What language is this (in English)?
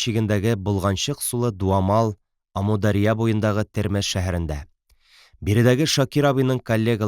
Tatar